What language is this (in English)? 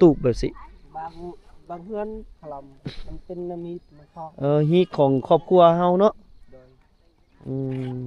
Lao